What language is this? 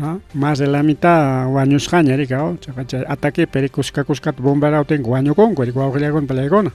Ayacucho Quechua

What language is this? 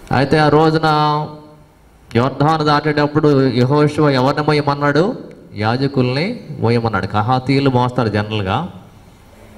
Telugu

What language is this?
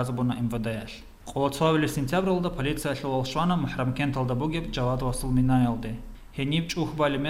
Avaric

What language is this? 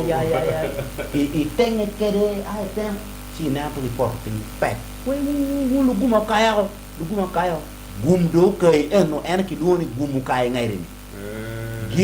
Acoli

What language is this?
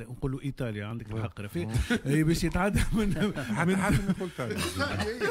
Tunisian Arabic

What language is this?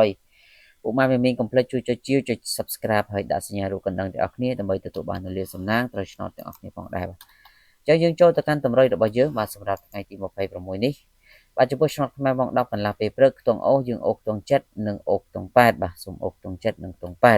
Khmer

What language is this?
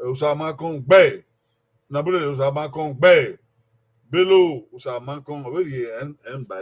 Bini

